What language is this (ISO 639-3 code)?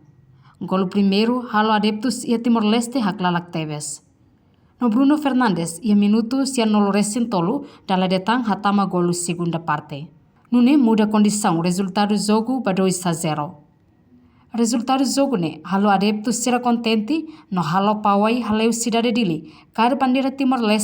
tet